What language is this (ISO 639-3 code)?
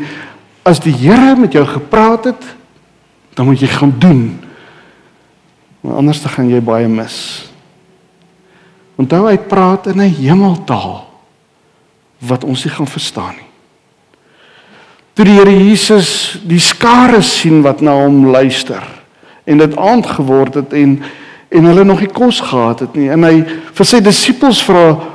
afr